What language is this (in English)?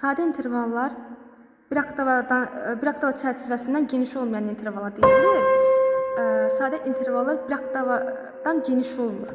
Azerbaijani